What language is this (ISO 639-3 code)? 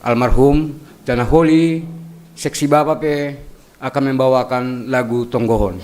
bts